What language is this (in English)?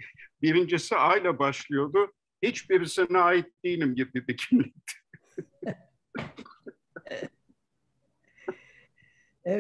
Turkish